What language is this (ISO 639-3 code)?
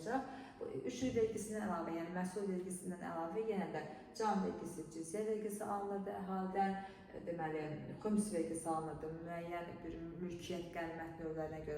aze